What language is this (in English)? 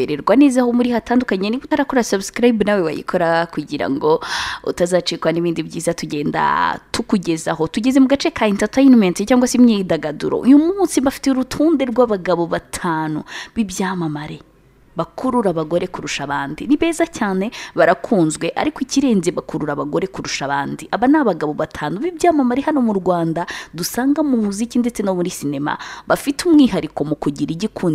Kinyarwanda